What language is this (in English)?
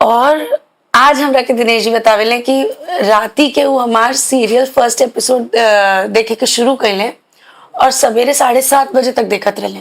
Bhojpuri